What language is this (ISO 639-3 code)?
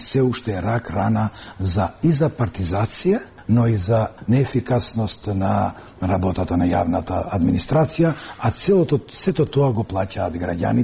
mkd